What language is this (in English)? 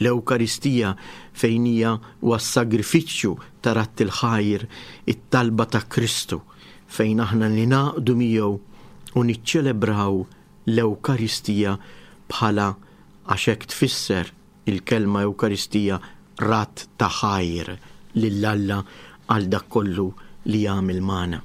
Maltese